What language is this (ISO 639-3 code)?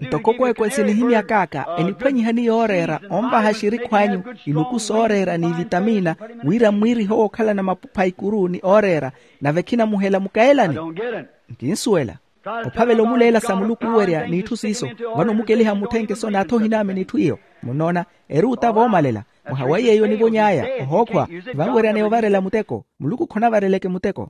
vmw